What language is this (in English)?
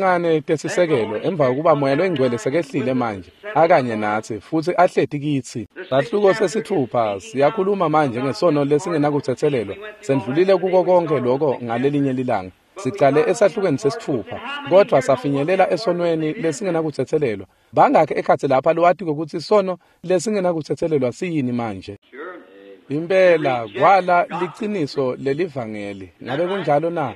Swati